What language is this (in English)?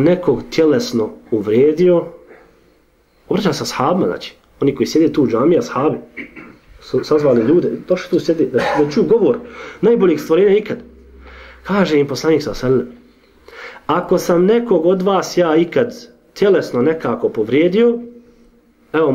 Bosnian